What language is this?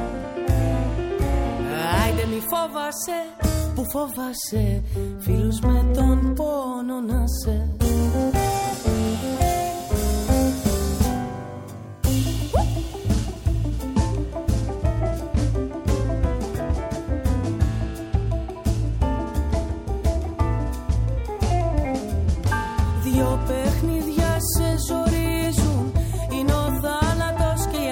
Greek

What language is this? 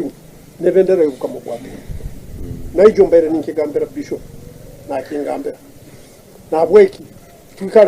Tooro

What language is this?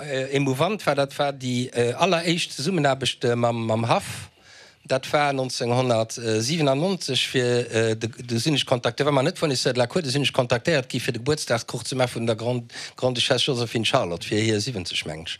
Luxembourgish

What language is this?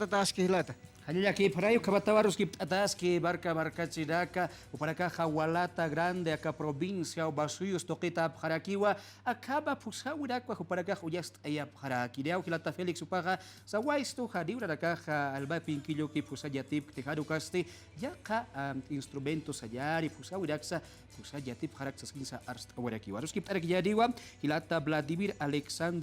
Aymara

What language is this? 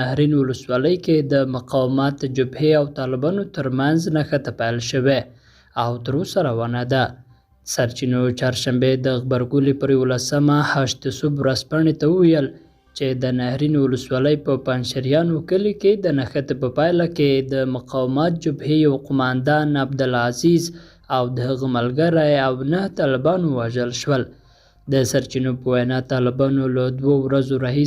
Pashto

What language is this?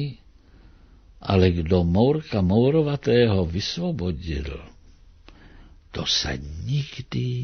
Czech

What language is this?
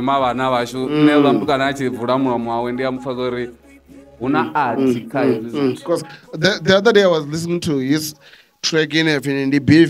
Venda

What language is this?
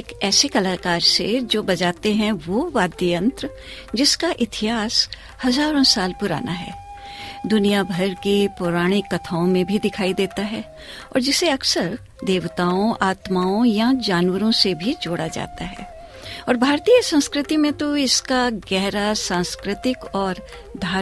Hindi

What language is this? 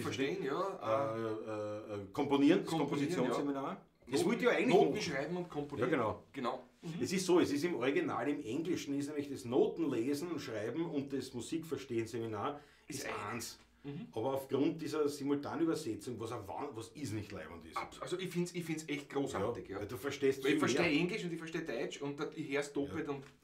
Bavarian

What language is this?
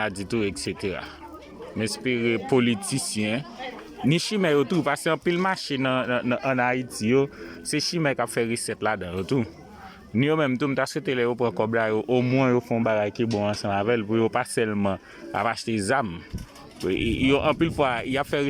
Haitian Creole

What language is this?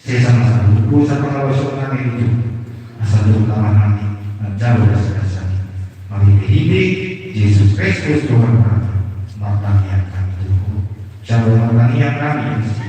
Batak Toba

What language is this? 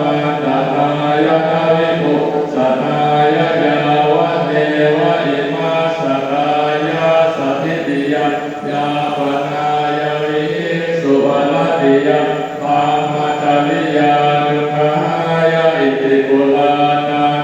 Pali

